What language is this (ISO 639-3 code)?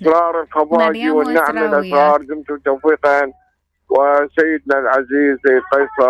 acm